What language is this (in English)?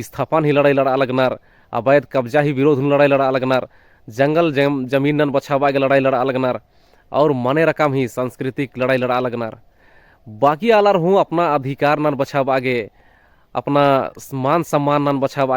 Kurukh